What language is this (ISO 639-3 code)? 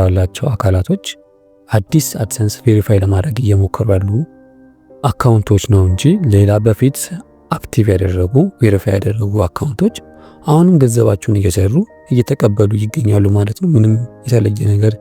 amh